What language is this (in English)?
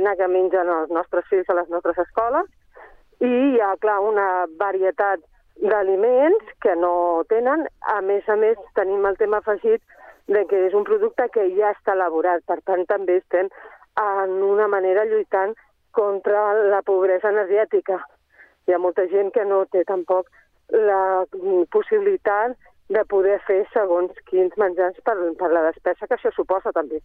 Catalan